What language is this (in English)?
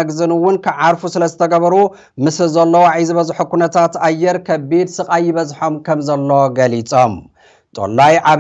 Tigrinya